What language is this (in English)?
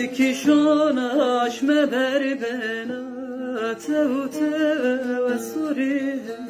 Zaza